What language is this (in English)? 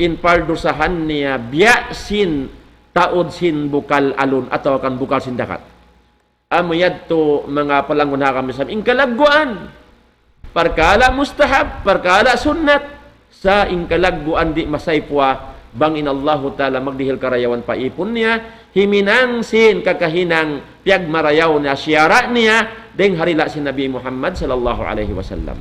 Tausug